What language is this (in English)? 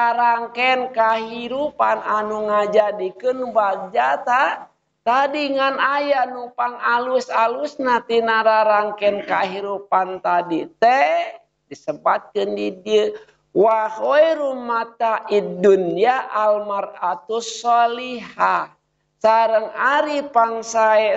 Sundanese